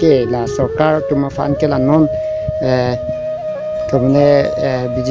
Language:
Karbi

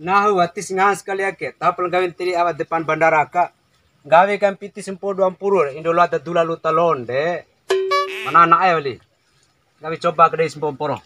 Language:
Bima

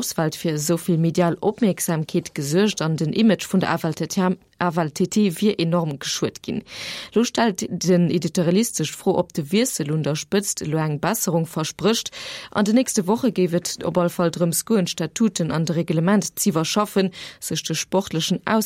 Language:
Luxembourgish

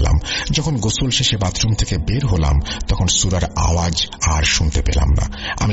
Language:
Bangla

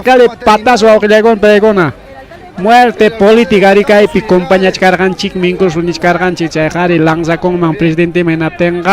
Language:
Ayacucho Quechua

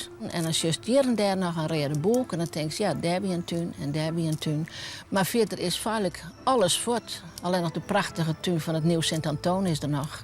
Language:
Western Frisian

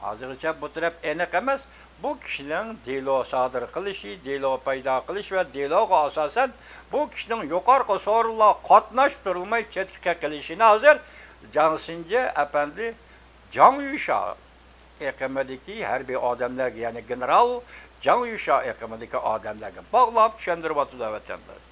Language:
Uyghur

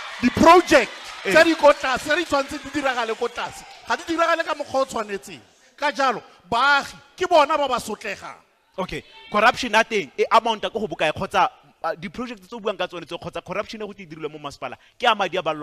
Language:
Tswana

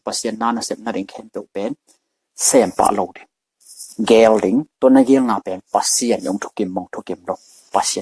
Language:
Tedim Chin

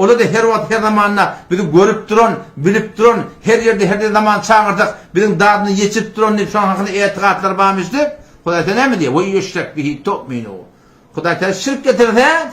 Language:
Turkmen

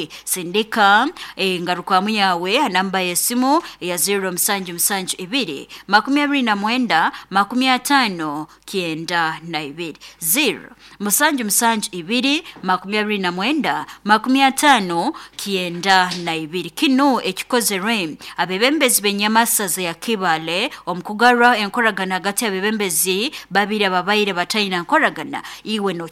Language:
Nyoro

